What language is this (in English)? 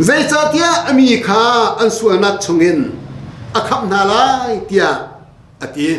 Hakha Chin